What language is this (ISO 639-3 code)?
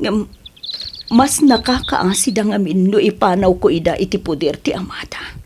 ilo